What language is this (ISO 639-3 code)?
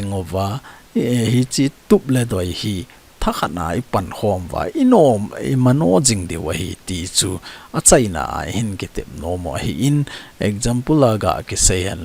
tcz